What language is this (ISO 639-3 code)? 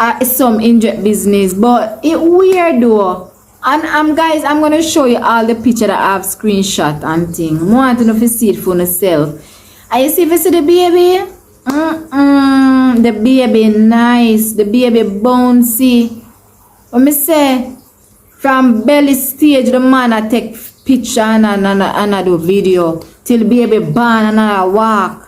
jam